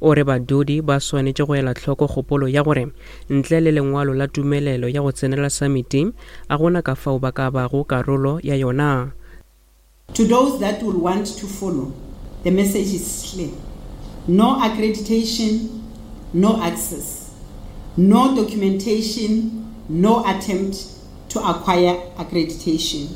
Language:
Northern Sotho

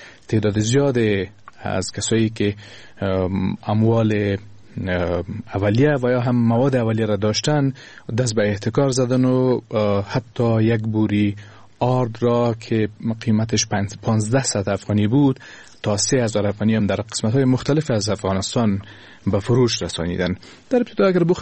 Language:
Persian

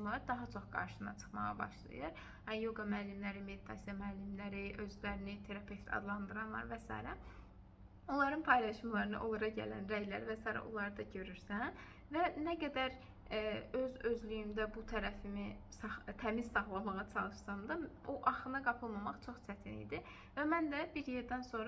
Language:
Azerbaijani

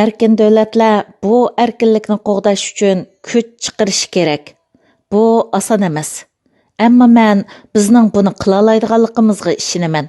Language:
Uyghur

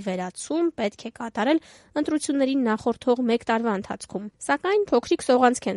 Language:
Armenian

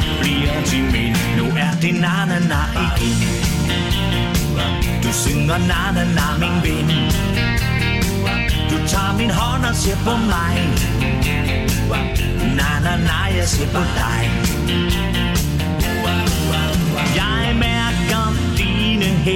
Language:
Danish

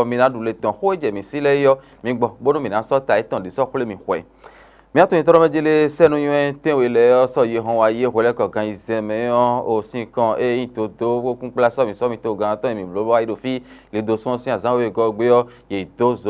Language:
Fon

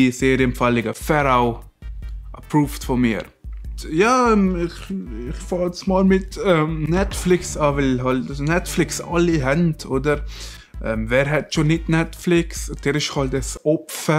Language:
Swiss German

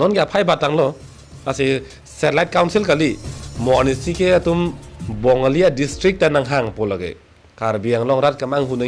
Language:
Karbi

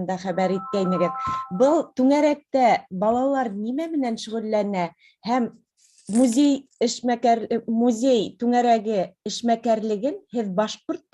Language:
Bashkir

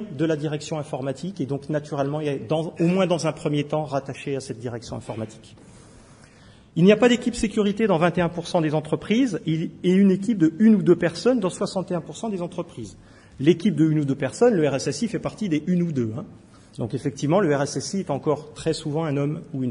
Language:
French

